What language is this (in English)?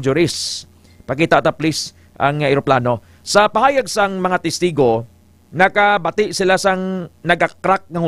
Hiligaynon